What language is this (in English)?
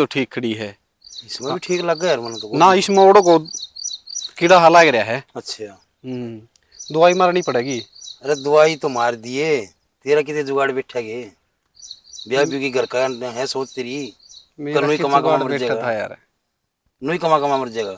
Haryanvi